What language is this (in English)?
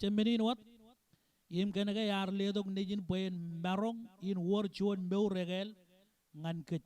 Marshallese